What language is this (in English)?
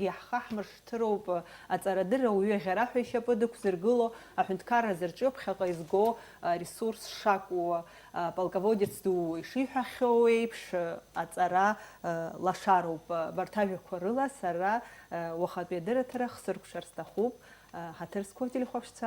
Abkhazian